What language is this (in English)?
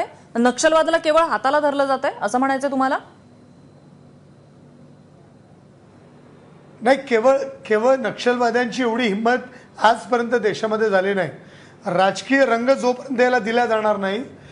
Marathi